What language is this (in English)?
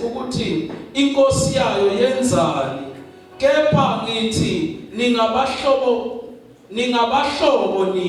Zulu